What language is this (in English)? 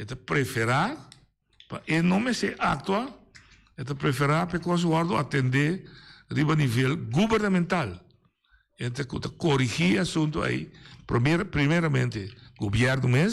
Papiamento